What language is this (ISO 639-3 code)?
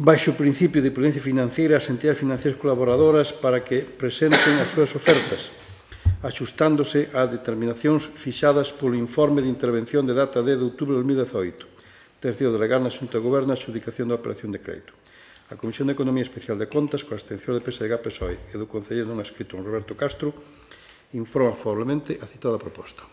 glg